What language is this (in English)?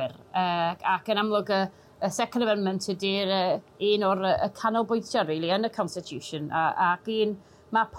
Welsh